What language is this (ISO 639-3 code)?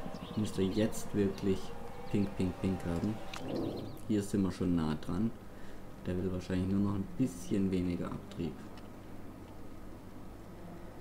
deu